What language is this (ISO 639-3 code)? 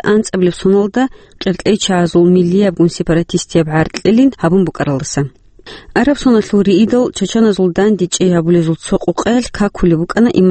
ava